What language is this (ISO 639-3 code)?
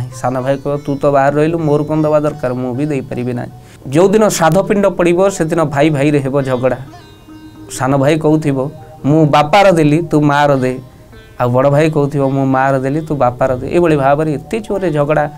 ori